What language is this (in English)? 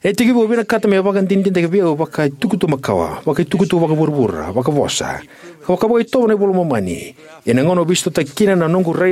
Fijian